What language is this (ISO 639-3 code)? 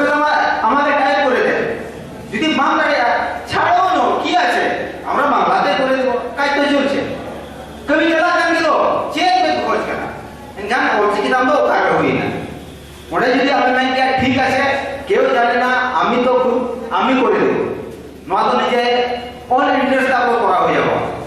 sat